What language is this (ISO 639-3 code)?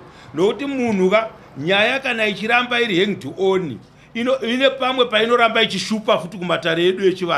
sna